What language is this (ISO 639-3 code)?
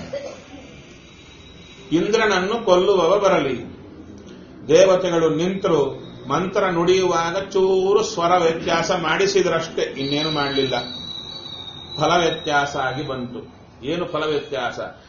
kan